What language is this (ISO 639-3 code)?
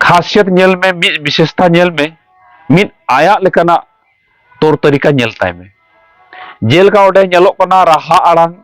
sat